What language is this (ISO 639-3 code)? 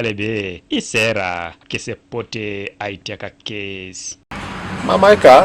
teo